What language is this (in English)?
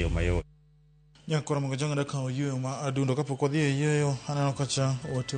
Luo (Kenya and Tanzania)